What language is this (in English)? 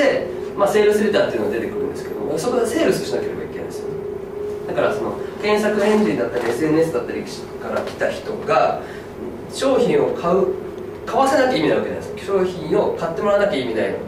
Japanese